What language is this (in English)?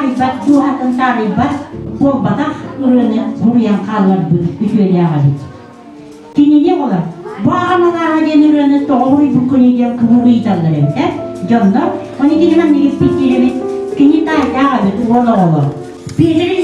Yakut